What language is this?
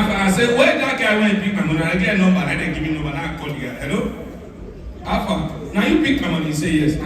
Nigerian Pidgin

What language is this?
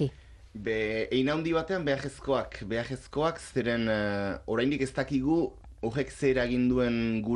Basque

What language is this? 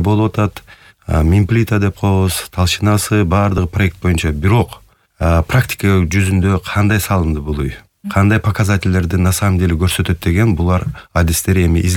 Kyrgyz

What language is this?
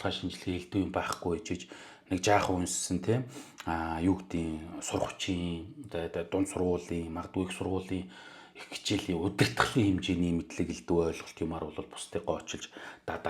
Mongolian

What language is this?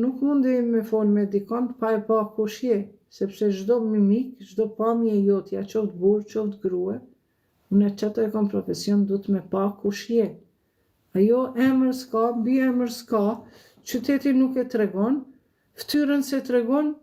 Albanian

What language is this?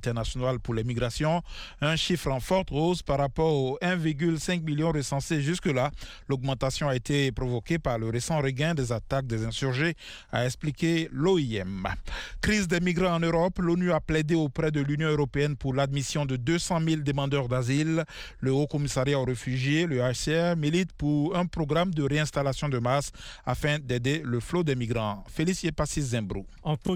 French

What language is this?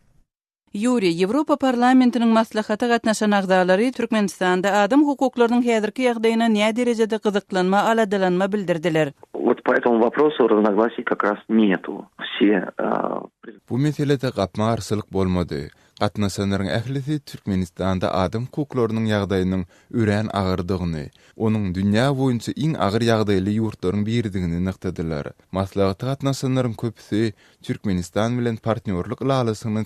Turkmen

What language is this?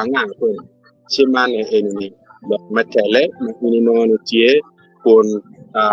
Acoli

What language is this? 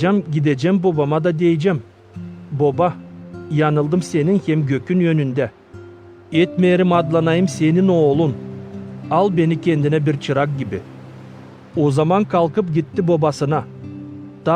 Gagauz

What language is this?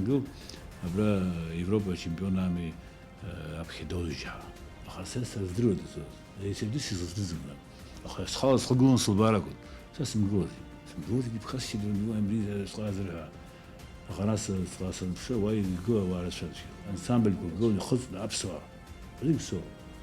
Abkhazian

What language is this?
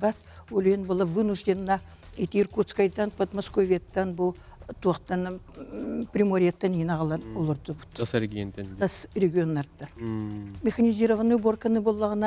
Yakut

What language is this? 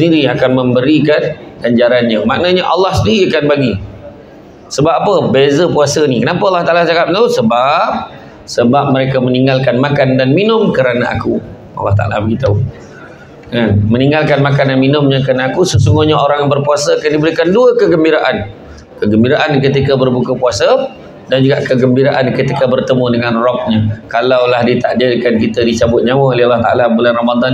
Malay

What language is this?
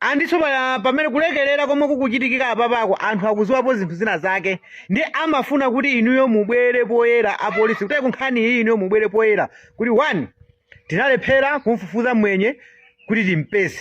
Nyanja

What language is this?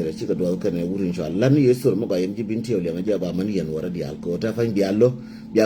Nuer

